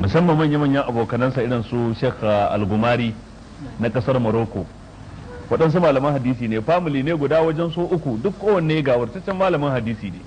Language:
Hausa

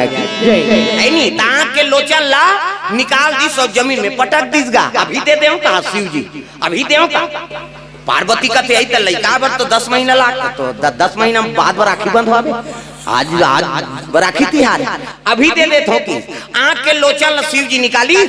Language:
Chhattisgarhi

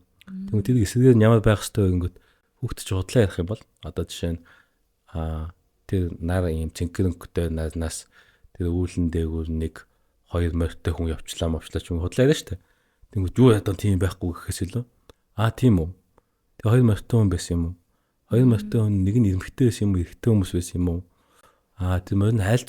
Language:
Mongolian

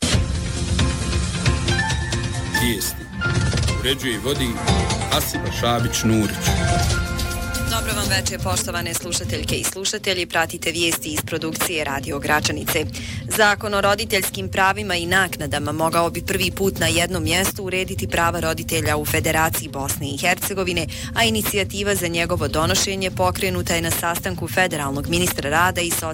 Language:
Bosnian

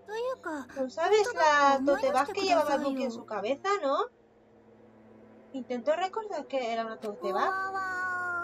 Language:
Spanish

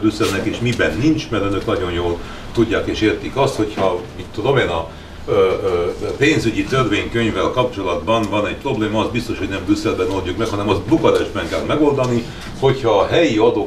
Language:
Hungarian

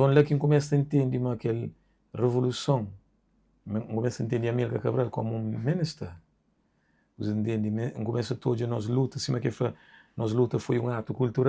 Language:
Kabuverdianu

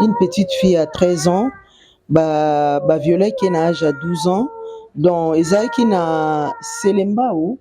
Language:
Lingala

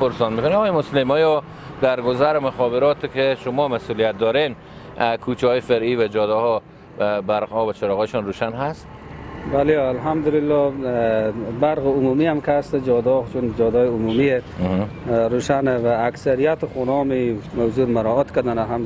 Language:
Persian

